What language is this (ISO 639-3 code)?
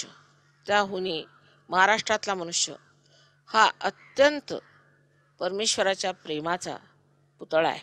mar